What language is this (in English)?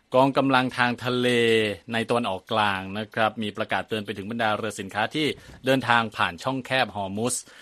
Thai